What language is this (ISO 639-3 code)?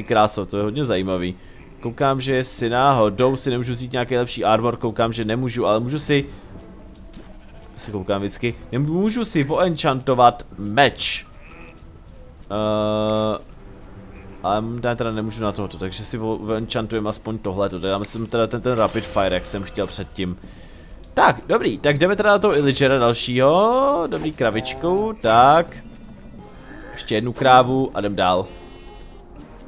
ces